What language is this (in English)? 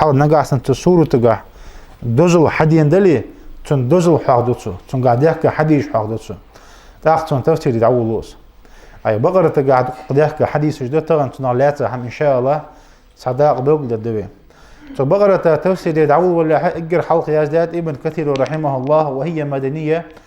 Ingush